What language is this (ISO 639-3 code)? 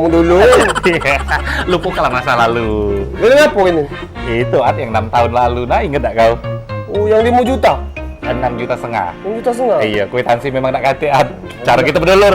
mui